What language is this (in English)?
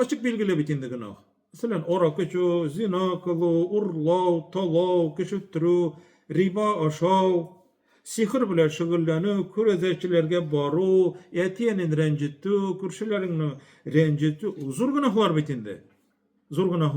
Tatar